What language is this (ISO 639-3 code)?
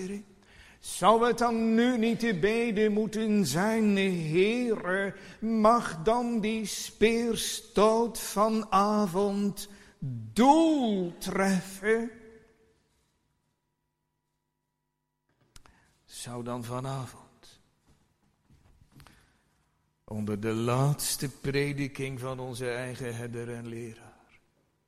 nld